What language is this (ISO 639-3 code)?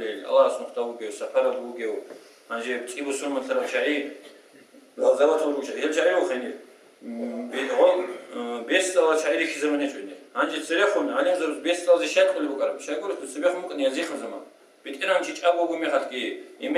ava